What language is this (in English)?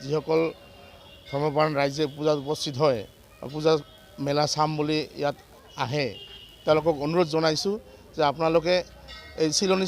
Assamese